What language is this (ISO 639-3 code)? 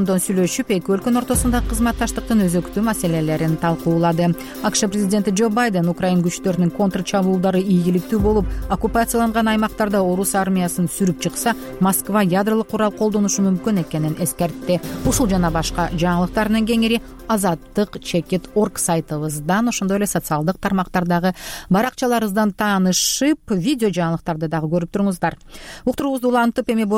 kir